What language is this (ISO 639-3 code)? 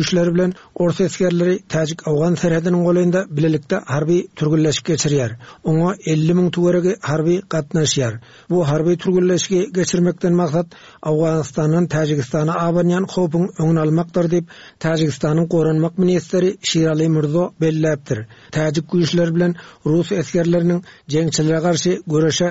tuk